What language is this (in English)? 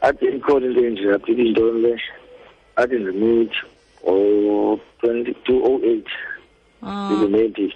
Xhosa